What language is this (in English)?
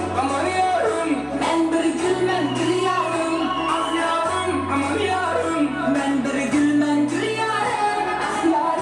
Kara-Kalpak